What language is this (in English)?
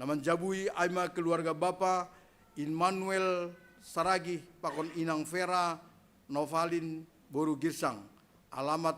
Batak Simalungun